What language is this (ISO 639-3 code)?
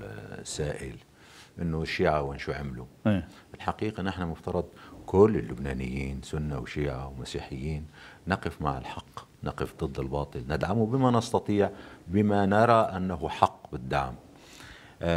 apc